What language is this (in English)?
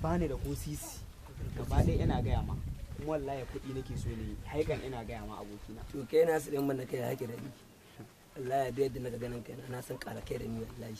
Hausa